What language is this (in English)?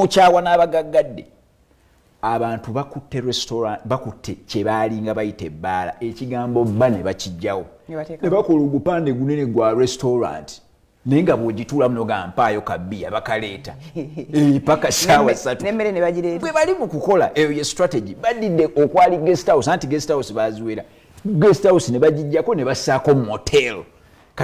Ganda